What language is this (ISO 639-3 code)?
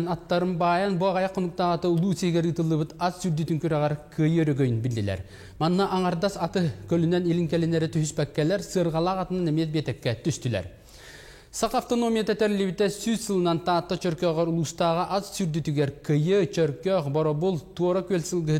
sah